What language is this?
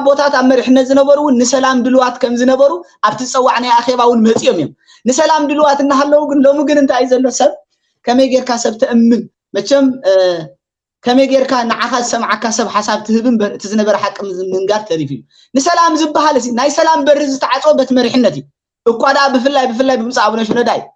Tigrinya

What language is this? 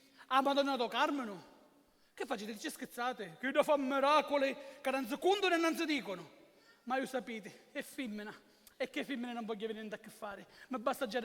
Sicilian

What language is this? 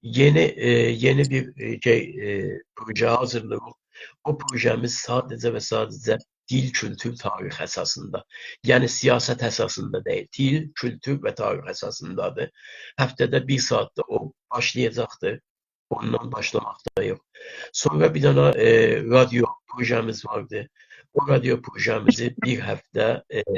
South Azerbaijani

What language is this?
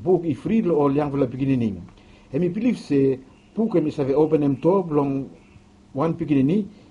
Bislama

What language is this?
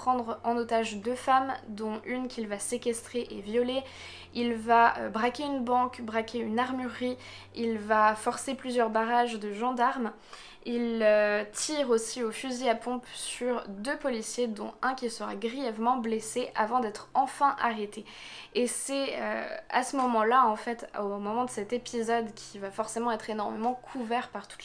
French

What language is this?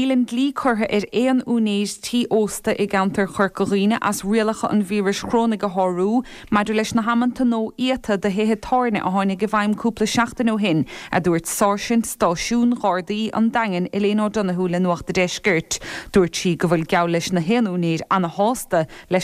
Irish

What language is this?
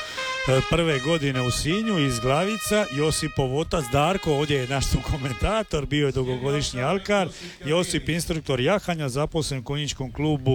Croatian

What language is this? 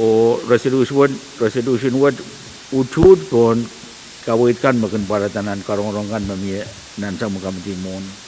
Pohnpeian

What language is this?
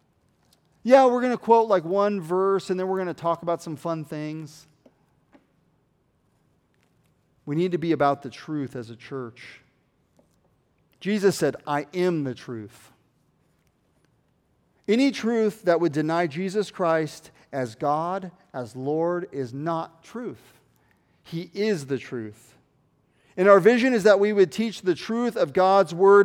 English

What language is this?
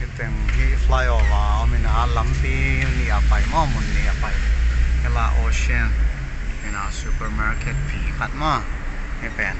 Paite Chin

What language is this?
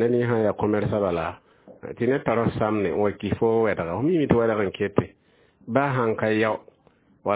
Mossi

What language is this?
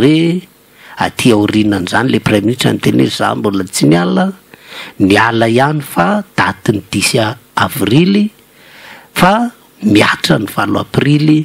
Malagasy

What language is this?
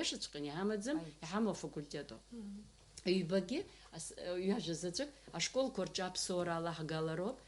Abkhazian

